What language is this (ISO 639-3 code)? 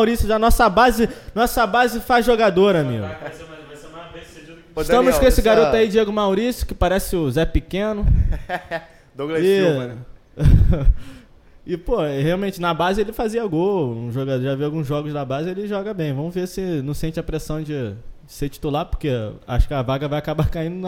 por